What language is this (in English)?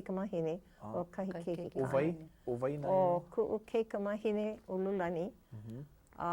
Hawaiian